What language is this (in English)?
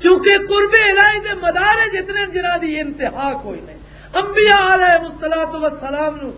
Western Panjabi